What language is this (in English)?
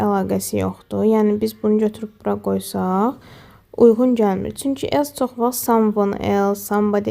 Azerbaijani